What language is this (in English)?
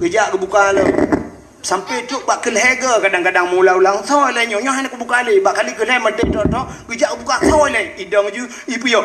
Achinese